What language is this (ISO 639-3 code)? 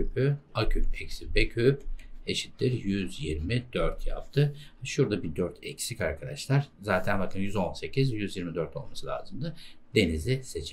tur